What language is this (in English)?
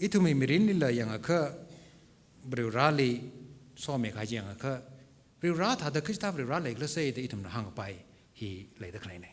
Tangkhul Naga (India)